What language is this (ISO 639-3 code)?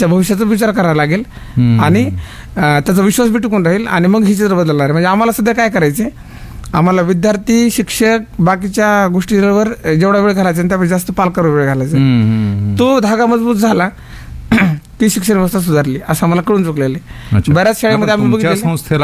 mar